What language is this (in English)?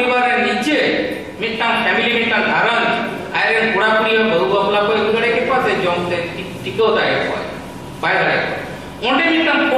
Santali